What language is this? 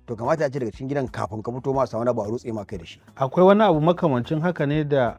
Hausa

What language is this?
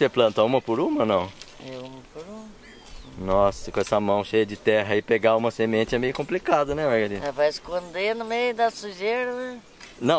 Portuguese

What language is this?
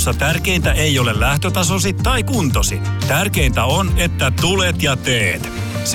Finnish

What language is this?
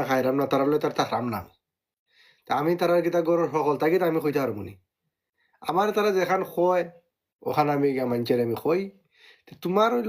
Sylheti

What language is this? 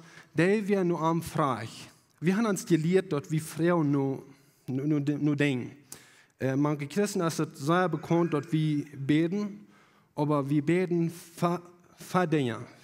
Plautdietsch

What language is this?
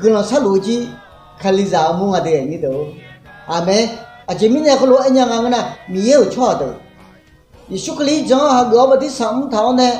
Akha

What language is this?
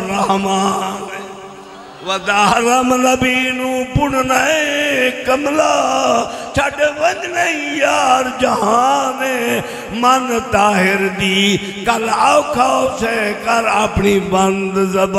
Saraiki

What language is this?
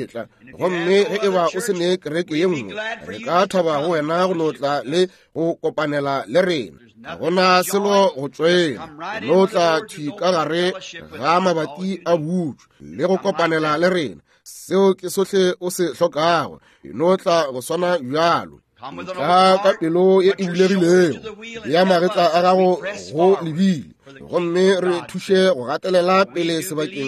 Northern Sotho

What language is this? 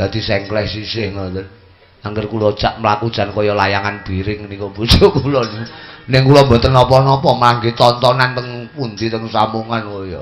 Javanese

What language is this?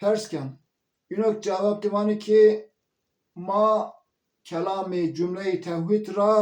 Zaza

